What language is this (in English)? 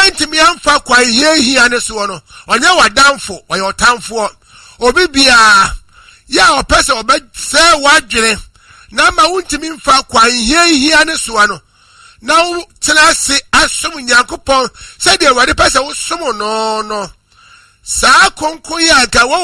Akan